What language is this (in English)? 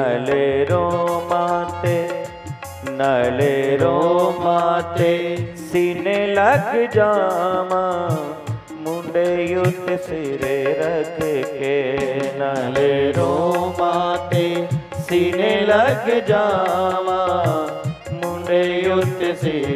Dogri